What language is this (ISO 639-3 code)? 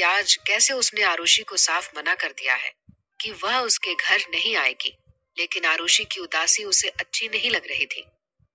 hin